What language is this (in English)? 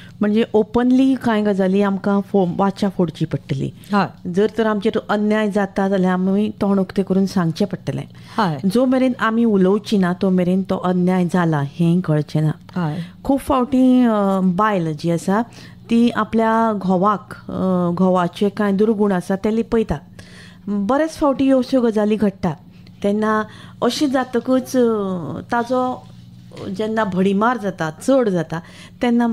Konkani